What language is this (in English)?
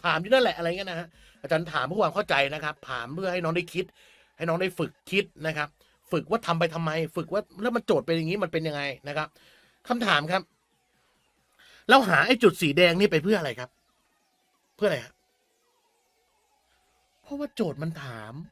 Thai